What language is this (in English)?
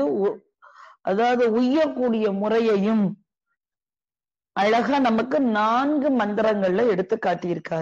Tamil